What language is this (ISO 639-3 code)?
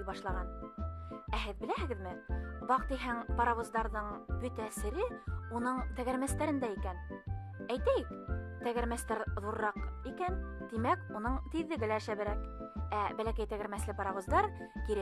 bak